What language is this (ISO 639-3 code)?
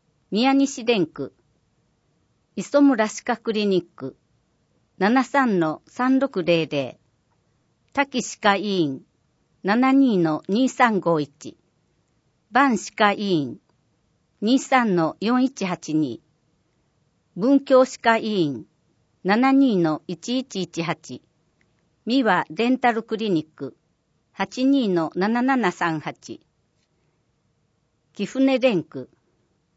jpn